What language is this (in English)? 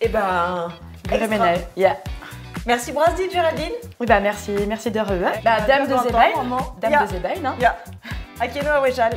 Breton